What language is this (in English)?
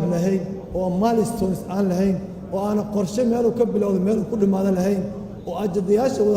Somali